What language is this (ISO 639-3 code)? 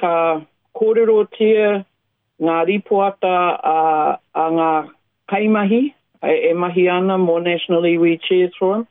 mri